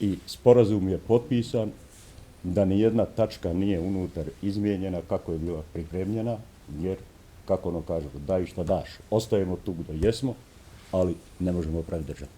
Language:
Bosnian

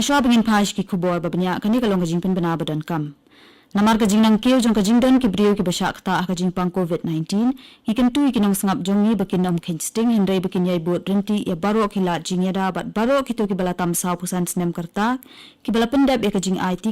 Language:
Khasi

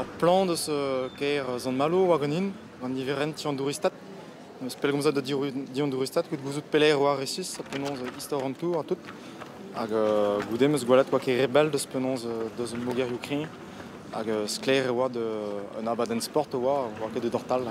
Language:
Breton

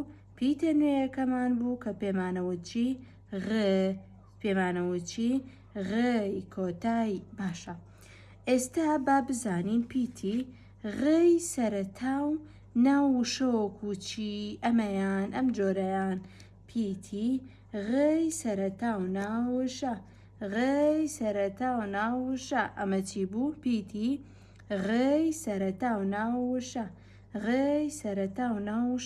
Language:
Central Kurdish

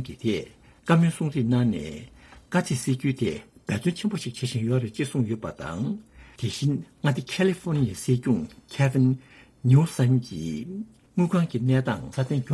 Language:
Tibetan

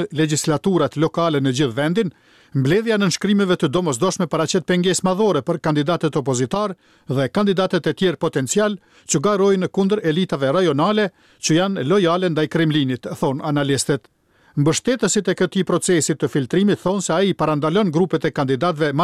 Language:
Albanian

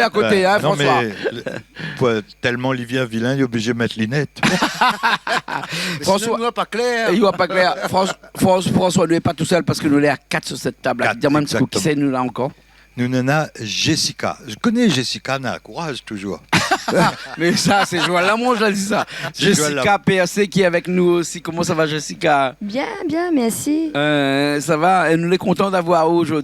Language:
Réunion Creole French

